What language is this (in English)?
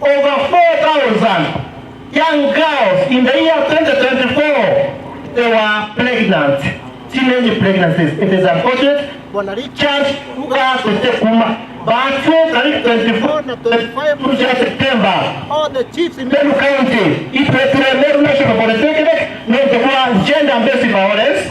Meru